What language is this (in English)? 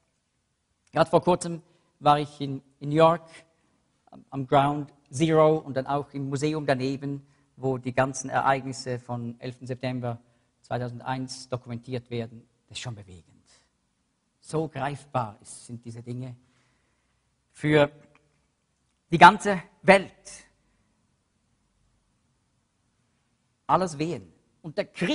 German